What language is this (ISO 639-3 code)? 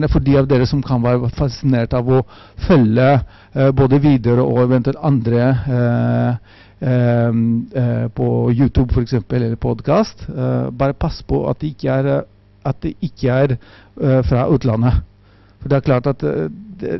nor